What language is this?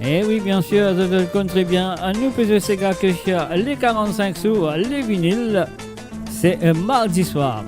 Morisyen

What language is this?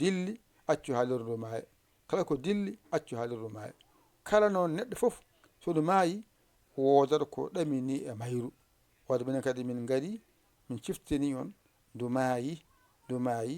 Fula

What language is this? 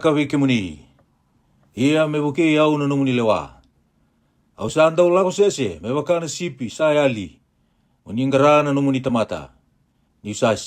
Fijian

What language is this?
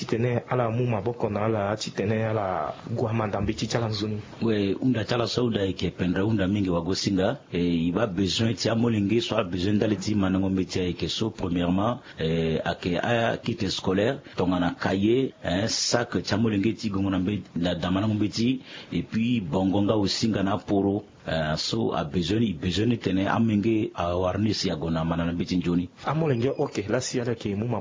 Sango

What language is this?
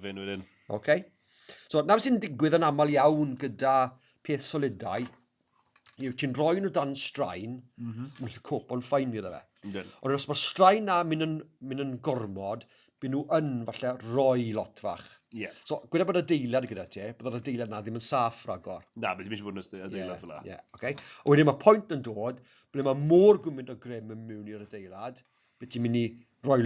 Welsh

